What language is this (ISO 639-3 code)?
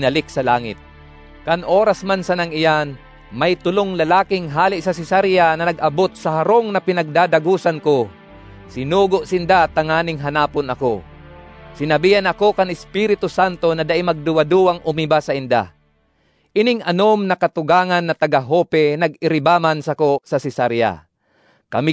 bik